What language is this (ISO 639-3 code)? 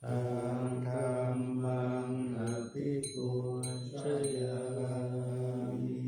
pli